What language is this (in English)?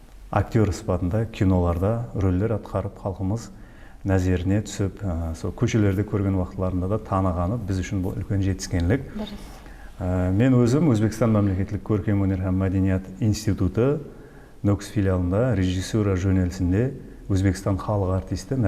Kara-Kalpak